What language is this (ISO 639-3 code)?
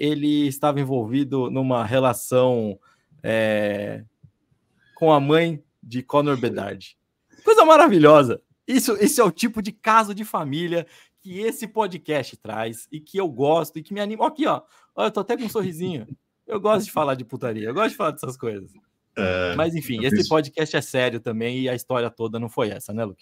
por